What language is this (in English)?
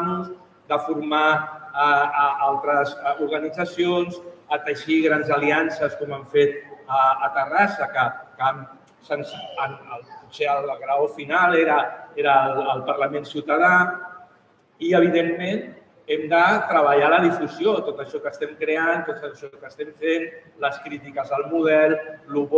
Catalan